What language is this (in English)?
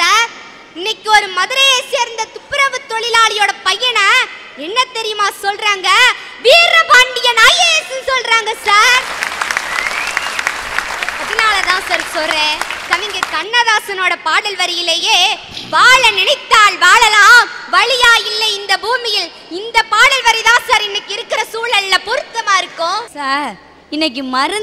Tamil